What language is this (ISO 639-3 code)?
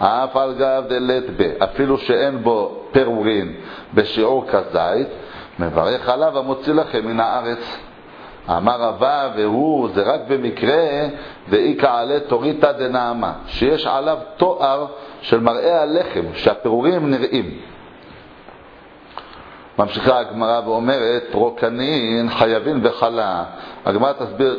heb